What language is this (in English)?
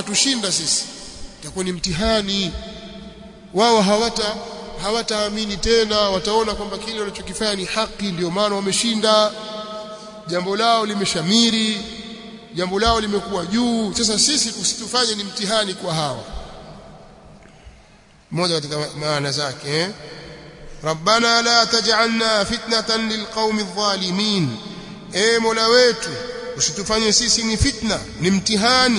Swahili